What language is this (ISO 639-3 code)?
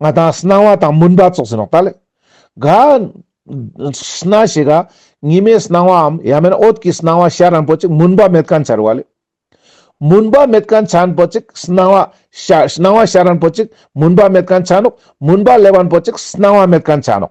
lbj